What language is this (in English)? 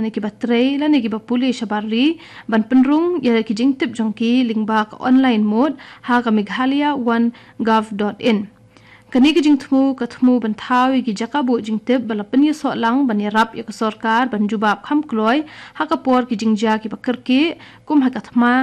Khasi